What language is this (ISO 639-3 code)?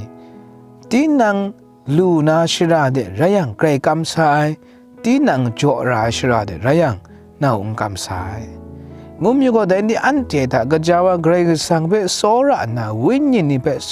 kac